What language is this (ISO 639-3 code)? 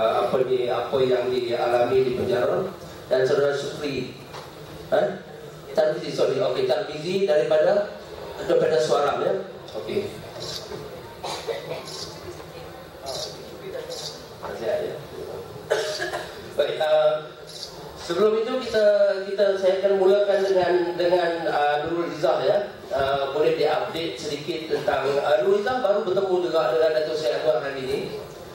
msa